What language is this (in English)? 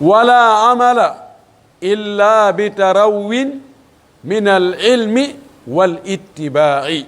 Pular